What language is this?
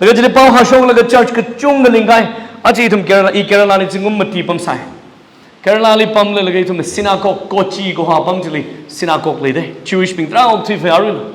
Tangkhul Naga (India)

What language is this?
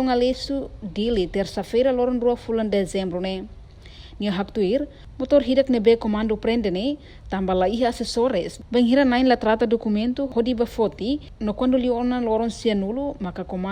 Tetum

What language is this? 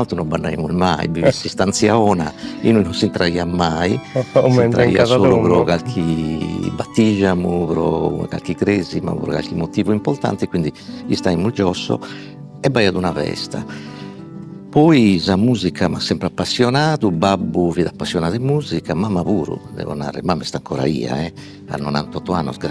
Sardinian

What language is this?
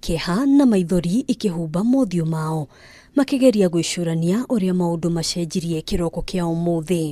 Kikuyu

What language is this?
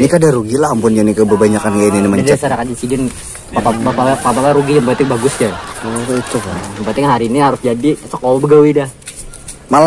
Banjar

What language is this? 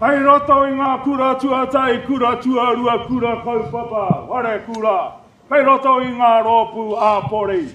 Māori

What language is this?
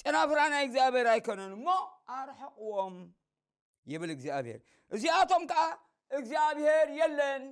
Tigrinya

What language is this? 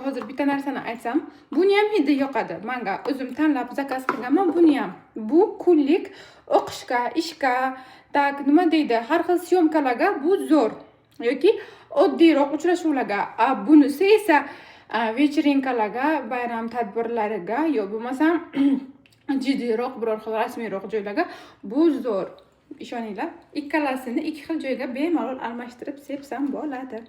Uzbek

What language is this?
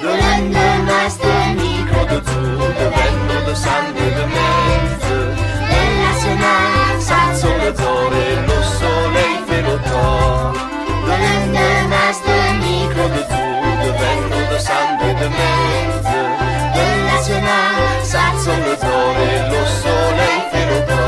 Arpitan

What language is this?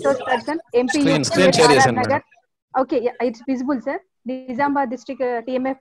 Telugu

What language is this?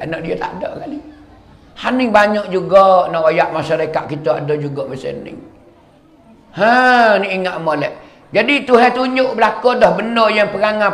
Malay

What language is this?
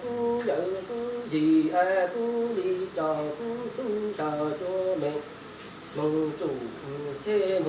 Hmong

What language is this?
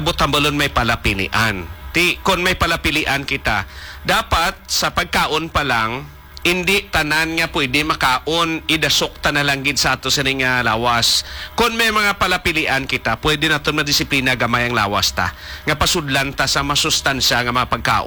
Hiligaynon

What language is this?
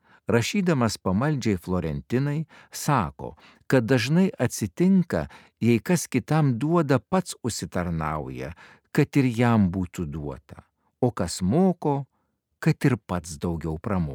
Lithuanian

